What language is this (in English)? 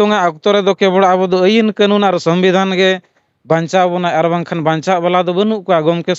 Santali